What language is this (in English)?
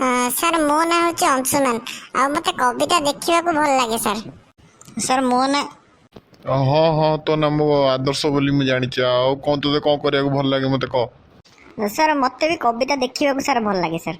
Odia